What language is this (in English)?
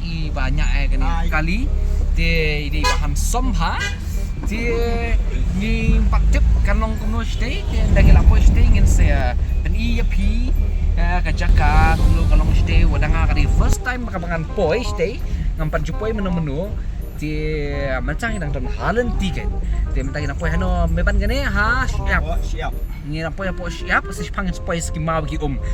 Khasi